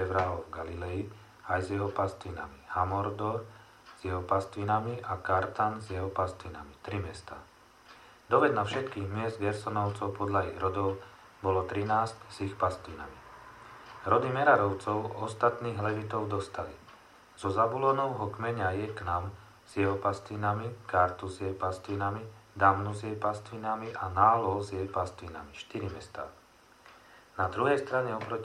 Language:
Slovak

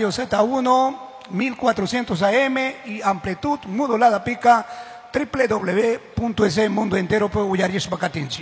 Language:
Chimborazo Highland Quichua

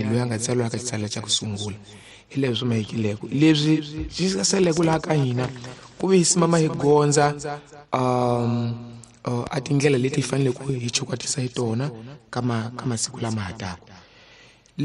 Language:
Tsonga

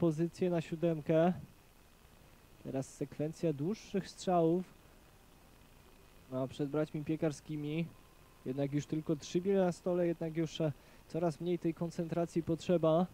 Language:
Polish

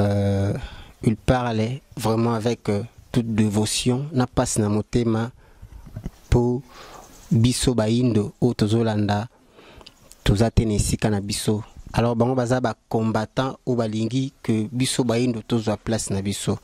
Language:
Lingala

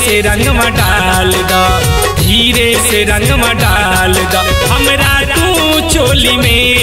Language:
Bhojpuri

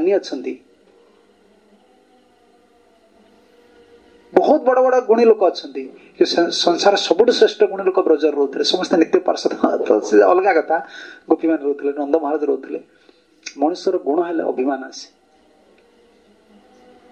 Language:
Odia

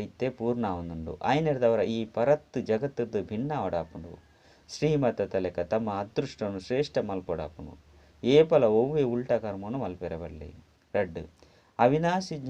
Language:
Tulu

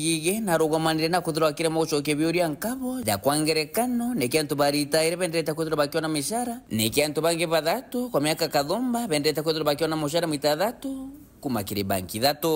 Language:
Meru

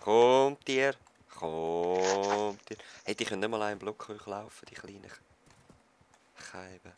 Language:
Swiss German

